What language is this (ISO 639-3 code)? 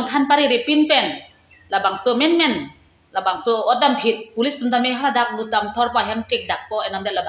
mjw